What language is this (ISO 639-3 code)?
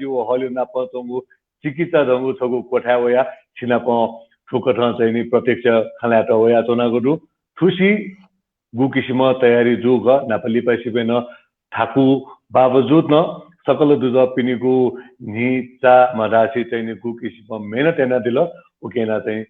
new